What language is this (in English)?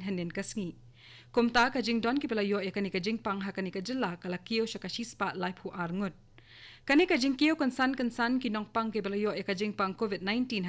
Khasi